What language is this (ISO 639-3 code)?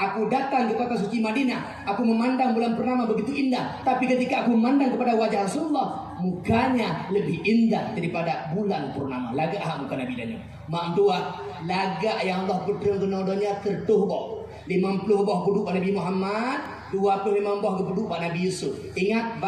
ace